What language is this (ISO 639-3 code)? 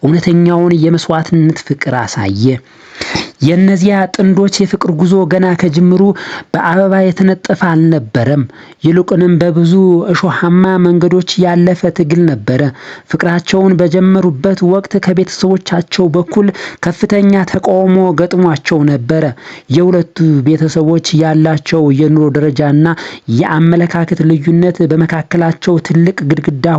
amh